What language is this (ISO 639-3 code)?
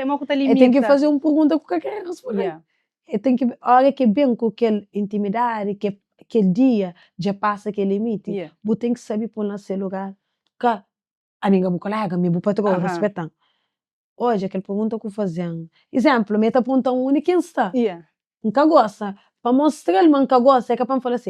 kea